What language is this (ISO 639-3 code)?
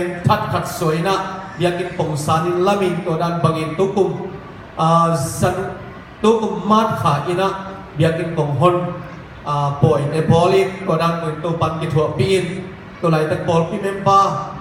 ctd